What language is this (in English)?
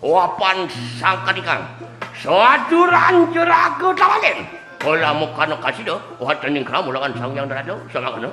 Balinese